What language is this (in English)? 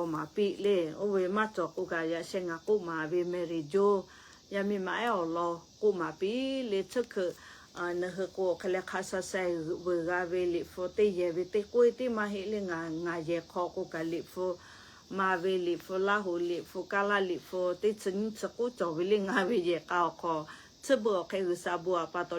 Lahu